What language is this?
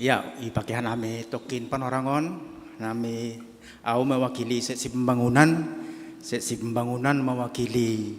Batak Simalungun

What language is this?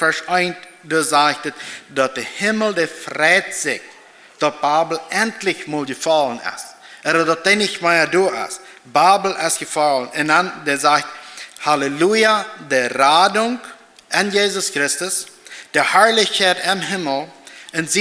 Plautdietsch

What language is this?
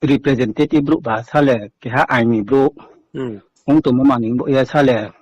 Riang (India)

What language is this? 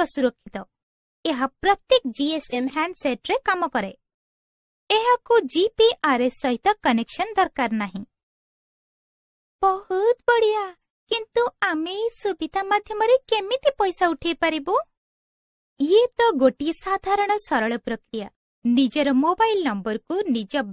Odia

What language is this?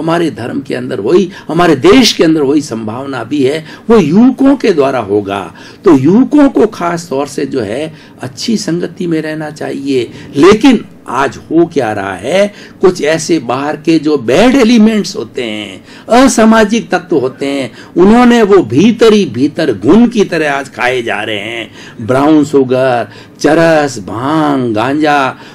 Hindi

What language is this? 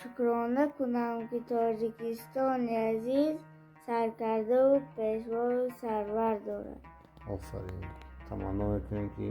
Tajik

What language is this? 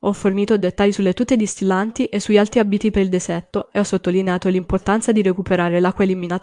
Italian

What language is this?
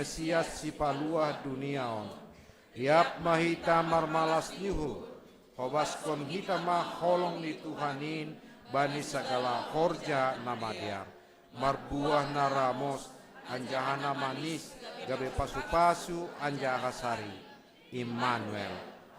Batak Simalungun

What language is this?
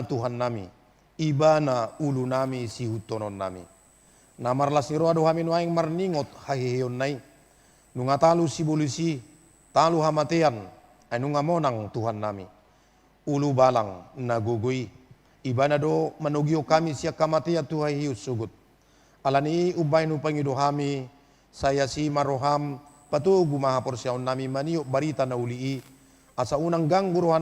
Batak Toba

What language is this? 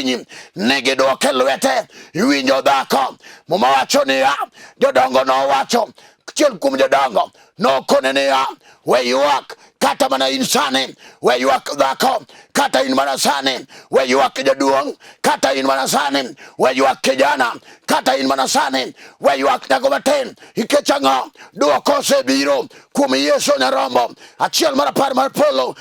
Luo (Kenya and Tanzania)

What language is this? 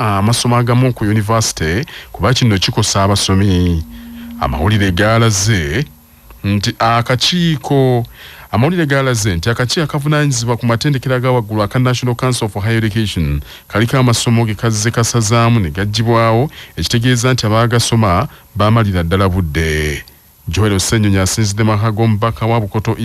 Ganda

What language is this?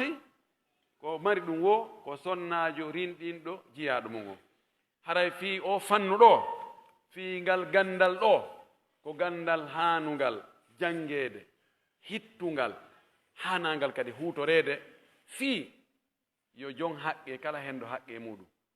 Pular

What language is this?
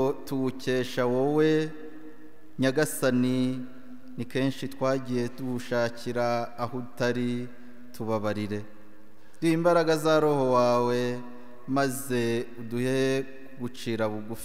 Kinyarwanda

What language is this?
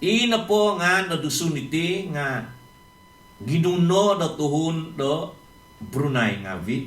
Central Dusun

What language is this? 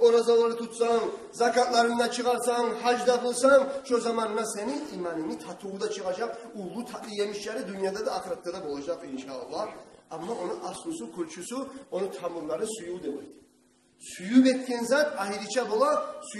Kumyk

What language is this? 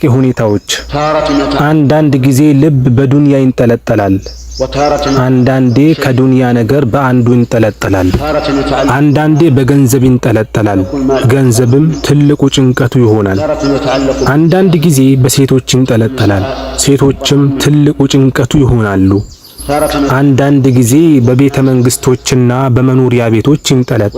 Amharic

